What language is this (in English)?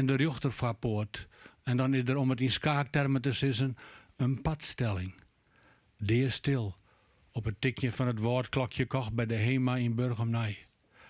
Western Frisian